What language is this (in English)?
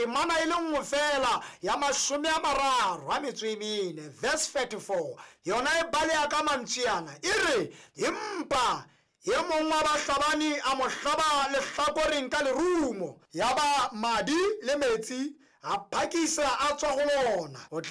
Southern Sotho